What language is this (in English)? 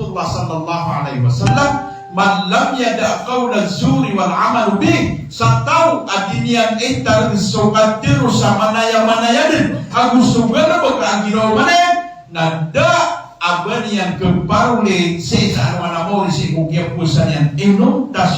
Maranao